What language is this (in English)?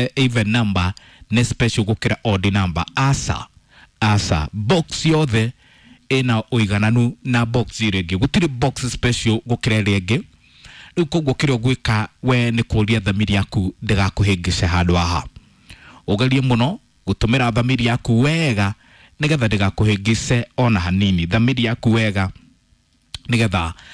Kikuyu